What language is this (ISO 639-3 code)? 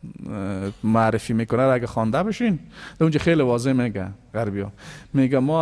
fas